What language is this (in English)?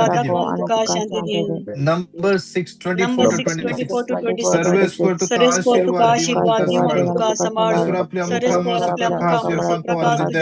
Konkani